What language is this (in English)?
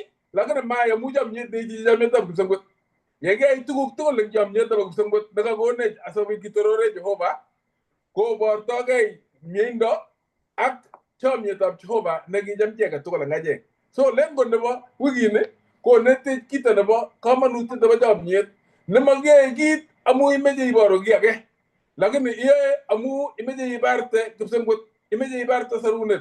Kalenjin